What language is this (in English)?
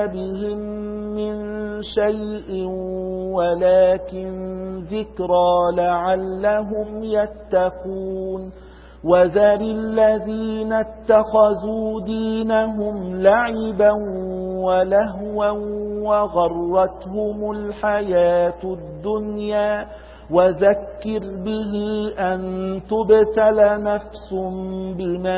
Arabic